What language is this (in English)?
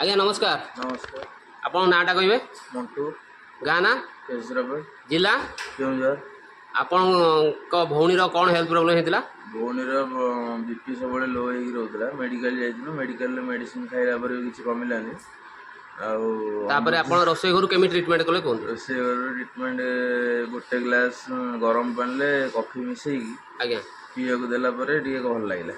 Odia